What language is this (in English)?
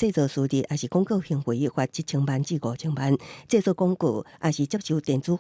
Min Nan Chinese